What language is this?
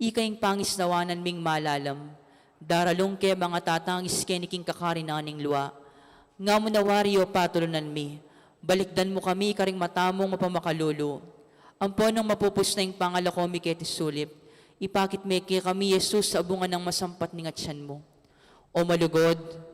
Pampanga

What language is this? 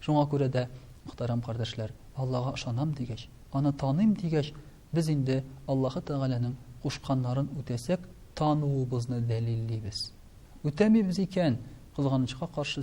Tatar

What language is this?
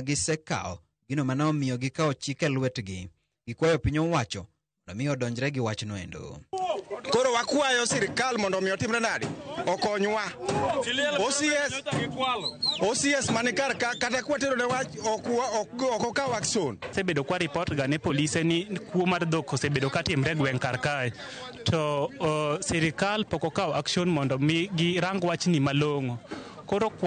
Luo (Kenya and Tanzania)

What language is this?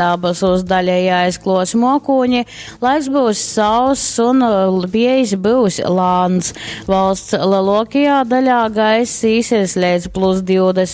Latgalian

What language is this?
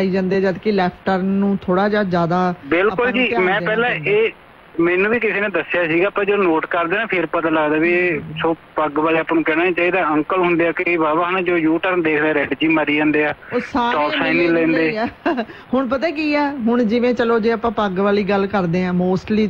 Punjabi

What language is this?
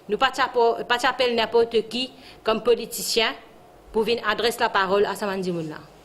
Morisyen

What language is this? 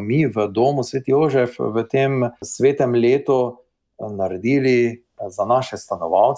Slovenian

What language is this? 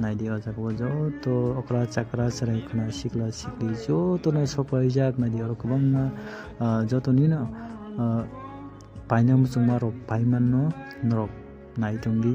Kok Borok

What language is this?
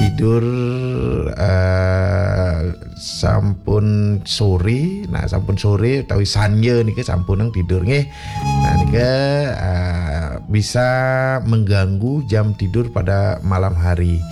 Balinese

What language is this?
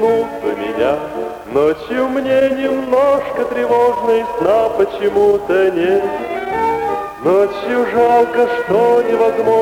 Russian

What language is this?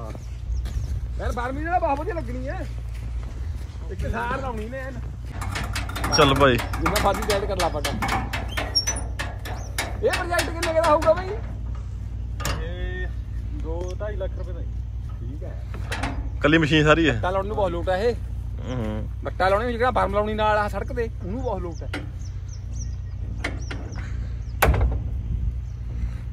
Punjabi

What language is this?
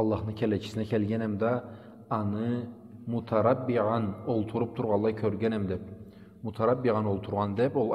Karachay-Balkar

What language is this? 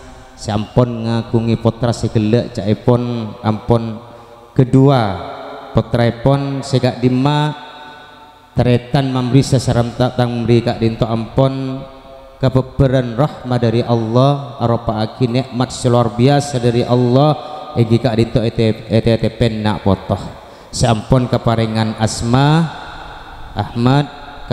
Madurese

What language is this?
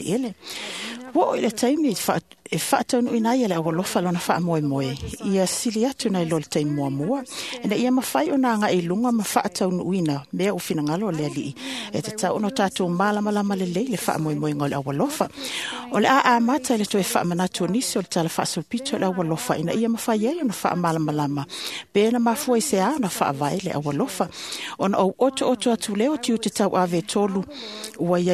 Samoan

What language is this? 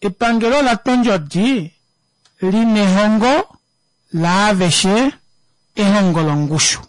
Kuanyama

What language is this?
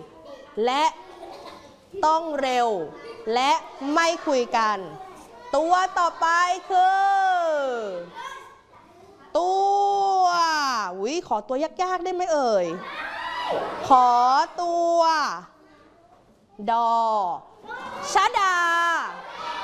Thai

